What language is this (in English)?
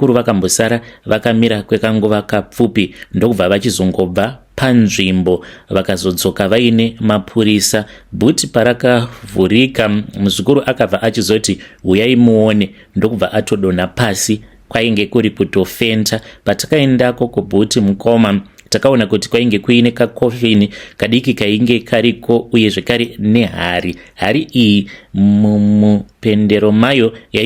Shona